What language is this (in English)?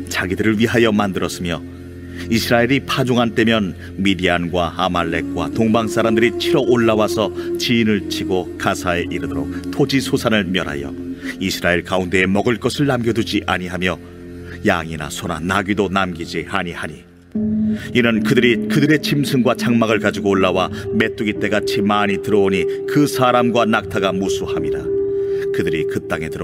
Korean